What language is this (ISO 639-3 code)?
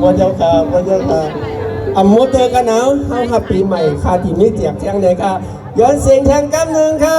shn